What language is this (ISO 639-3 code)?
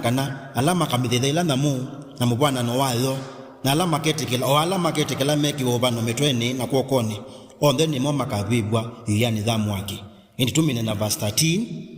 kam